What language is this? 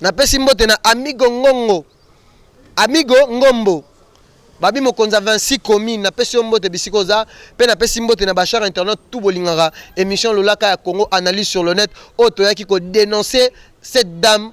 Lingala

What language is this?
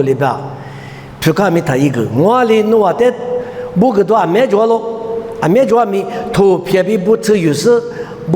Lisu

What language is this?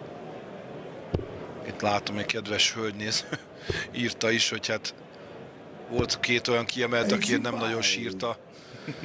Hungarian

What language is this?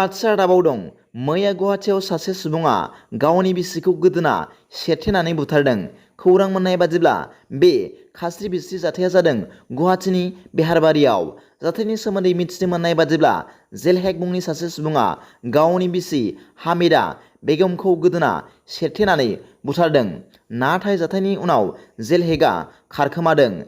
Bodo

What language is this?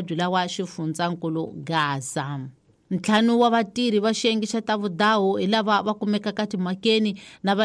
Tsonga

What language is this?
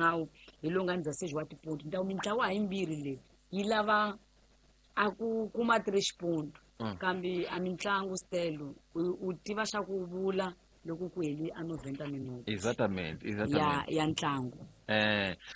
Tsonga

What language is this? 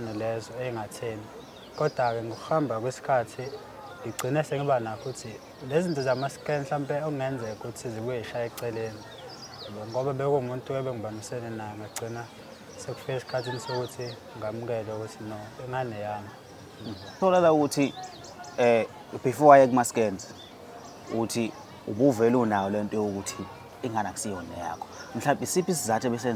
Zulu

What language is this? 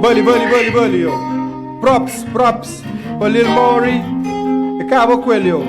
Kabuverdianu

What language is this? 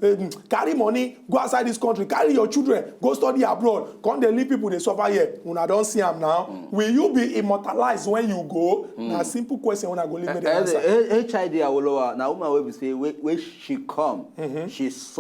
Nigerian Pidgin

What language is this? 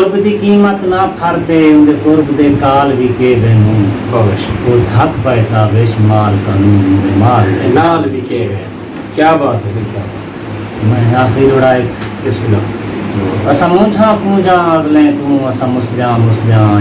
Saraiki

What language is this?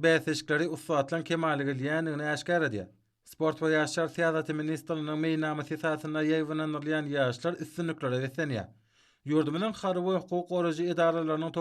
Turkmen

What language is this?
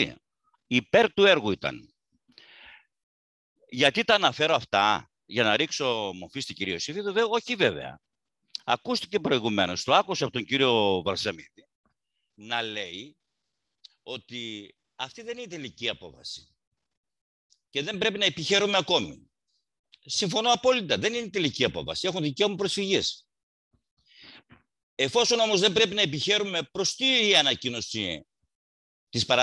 Greek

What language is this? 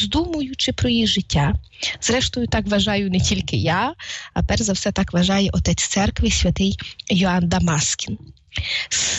Ukrainian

